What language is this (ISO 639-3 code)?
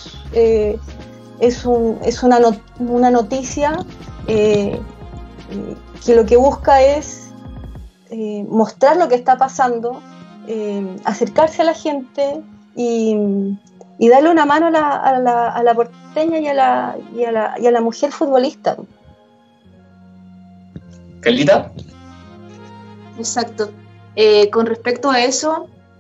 spa